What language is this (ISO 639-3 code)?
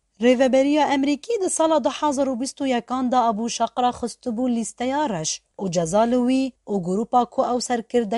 kur